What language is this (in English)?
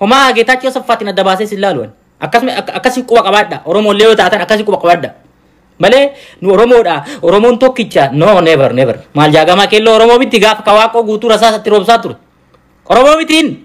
Oromo